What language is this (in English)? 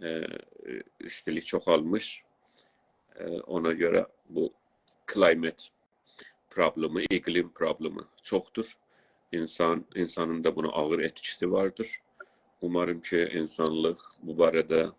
South Azerbaijani